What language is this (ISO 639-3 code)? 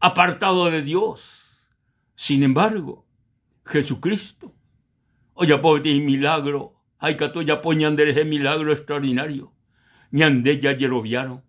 grn